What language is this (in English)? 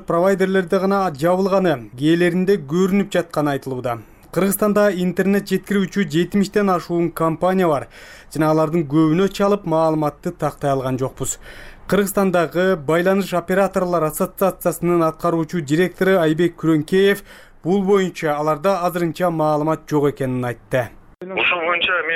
Kyrgyz